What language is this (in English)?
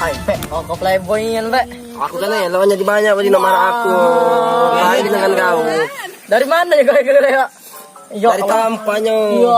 Musi